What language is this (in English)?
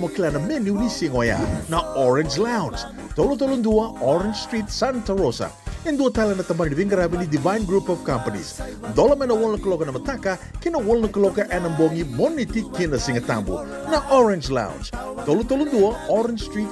Fijian